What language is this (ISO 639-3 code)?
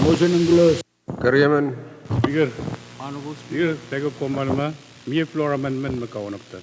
pon